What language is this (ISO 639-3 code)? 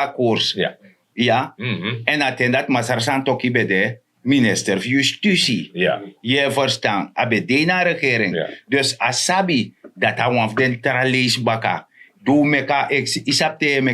srn